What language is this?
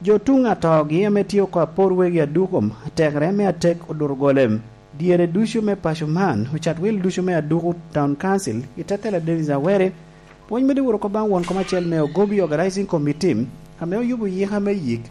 Lango (Uganda)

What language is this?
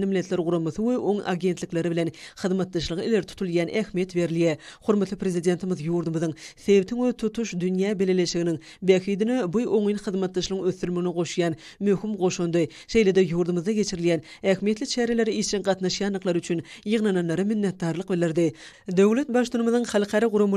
Turkmen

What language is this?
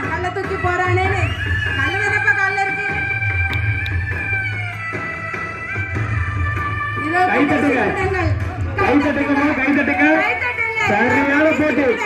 Tamil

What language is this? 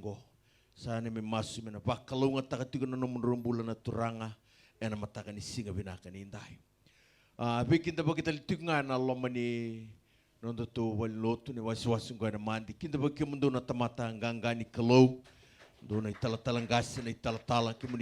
Fijian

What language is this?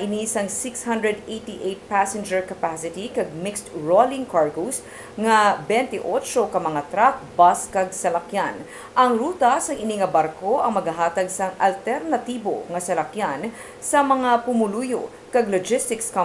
Hiligaynon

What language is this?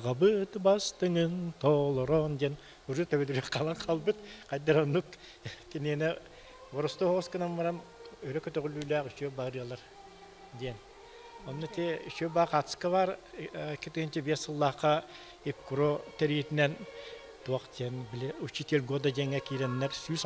Yakut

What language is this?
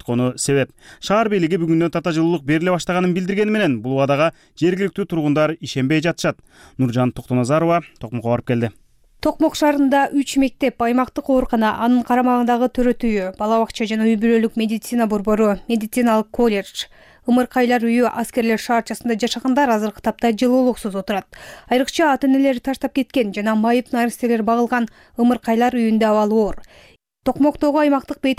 Kyrgyz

